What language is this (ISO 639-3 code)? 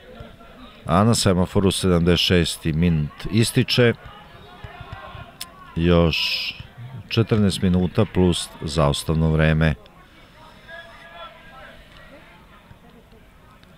srp